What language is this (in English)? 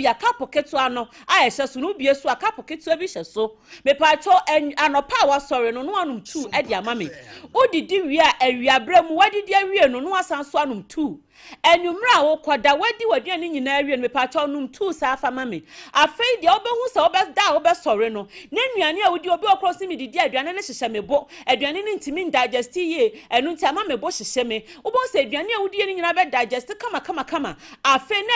Akan